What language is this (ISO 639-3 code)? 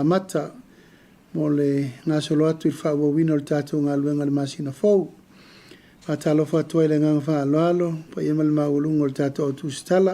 smo